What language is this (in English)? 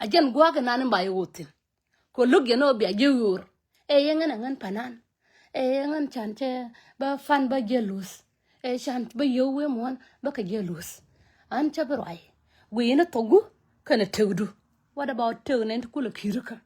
Nuer